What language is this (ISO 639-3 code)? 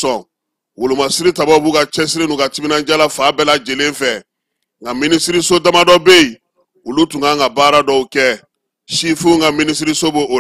bam